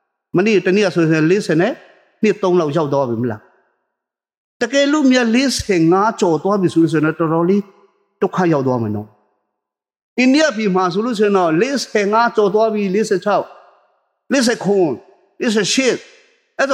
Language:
Burmese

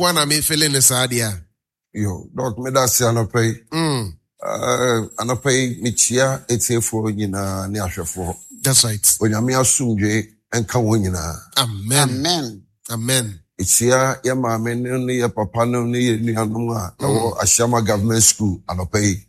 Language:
Akan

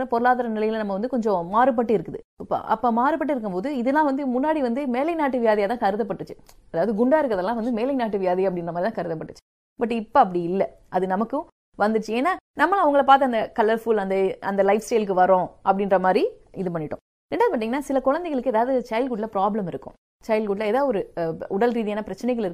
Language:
Tamil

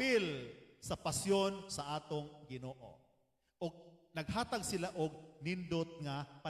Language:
Cebuano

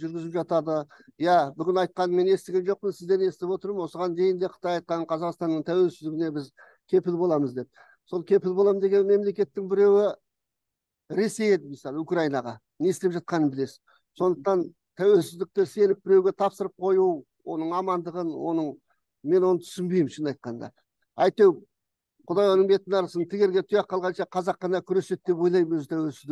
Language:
Kazakh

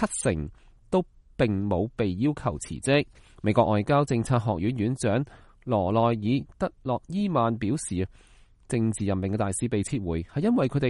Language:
Cantonese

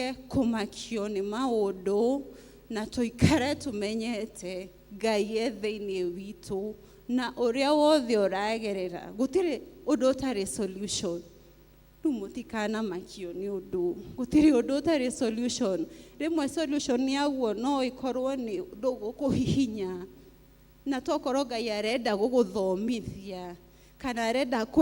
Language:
Kikuyu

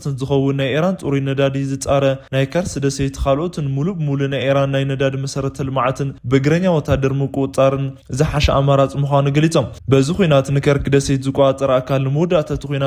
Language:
Tigrinya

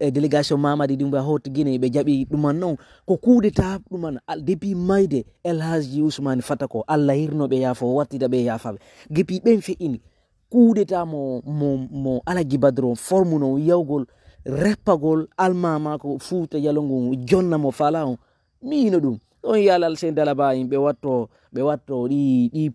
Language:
Fula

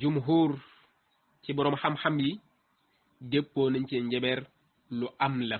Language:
Wolof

